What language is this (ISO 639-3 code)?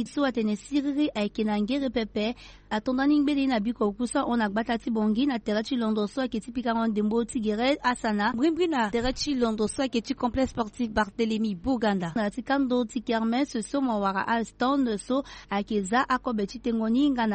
sag